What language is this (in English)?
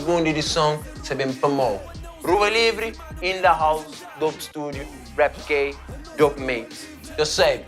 Kabuverdianu